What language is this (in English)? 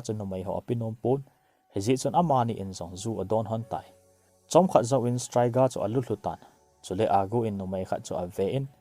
Thado Chin